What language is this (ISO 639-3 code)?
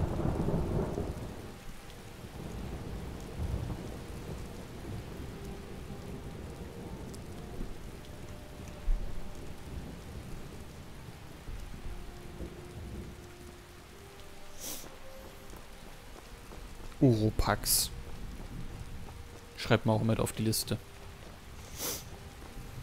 deu